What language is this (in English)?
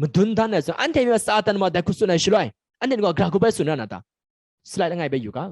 Kachin